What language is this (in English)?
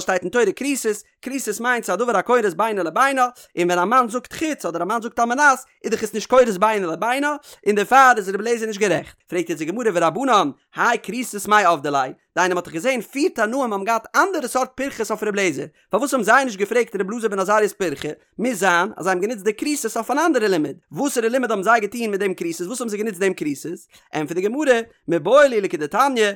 Yiddish